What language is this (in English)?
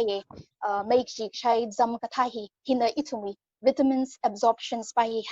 Tangkhul Naga (India)